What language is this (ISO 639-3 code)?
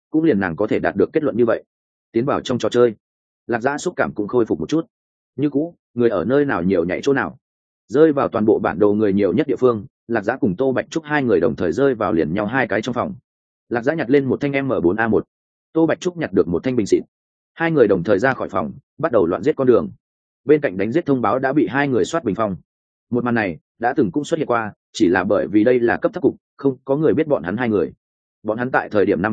vie